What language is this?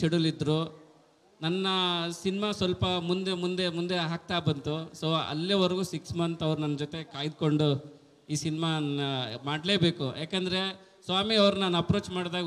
Kannada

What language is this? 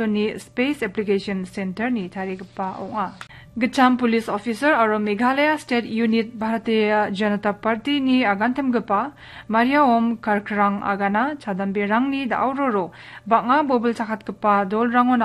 Garo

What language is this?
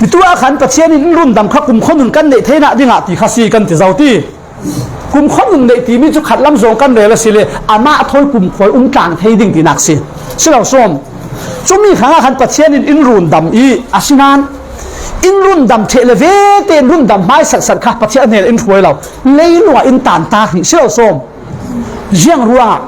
Falam Chin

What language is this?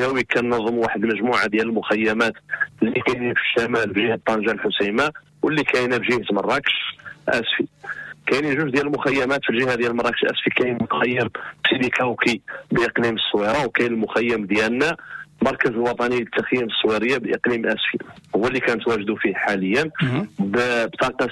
Moroccan Arabic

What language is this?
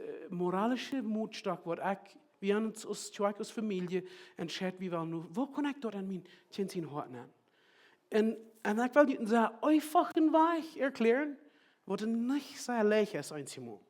Plautdietsch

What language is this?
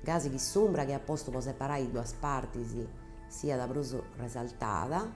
Sardinian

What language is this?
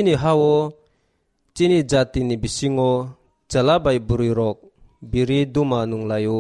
Kok Borok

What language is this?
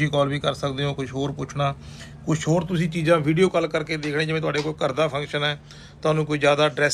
Punjabi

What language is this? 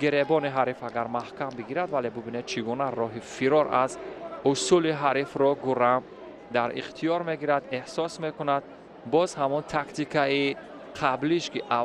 Tajik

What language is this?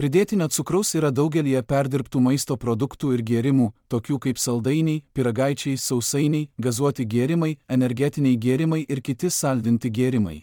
Lithuanian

